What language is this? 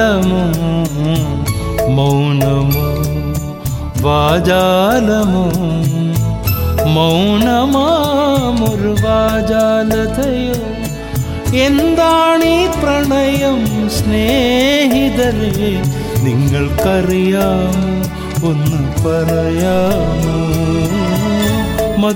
Malayalam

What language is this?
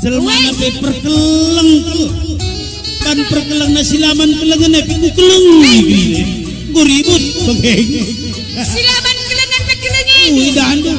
Batak Karo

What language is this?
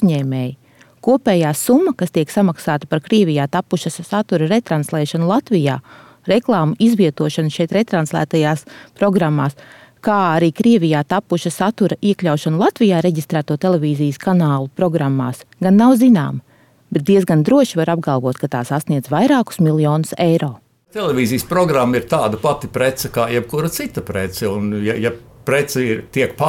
Latvian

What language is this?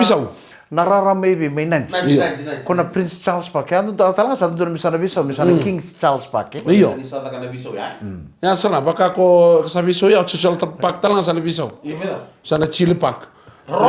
Fijian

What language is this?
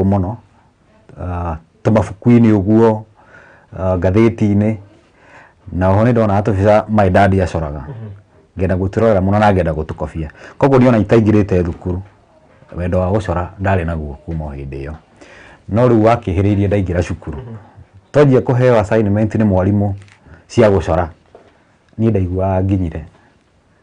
Kikuyu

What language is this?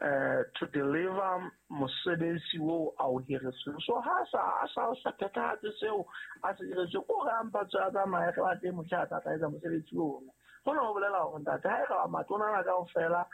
Southern Sotho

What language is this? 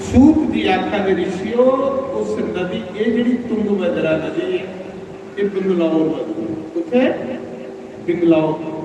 Dogri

